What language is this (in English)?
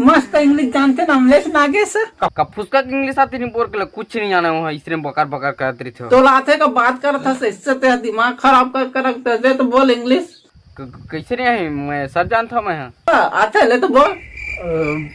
Chhattisgarhi